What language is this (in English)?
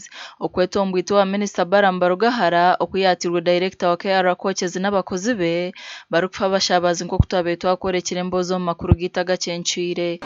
Nyankole